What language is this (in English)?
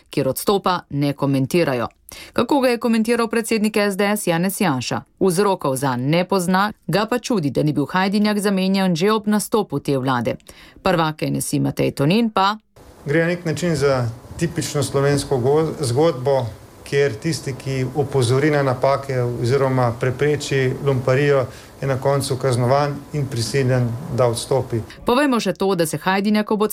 Slovenian